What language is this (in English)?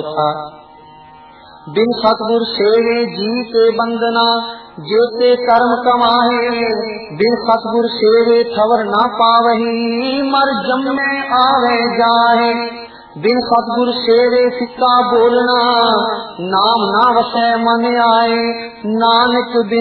Punjabi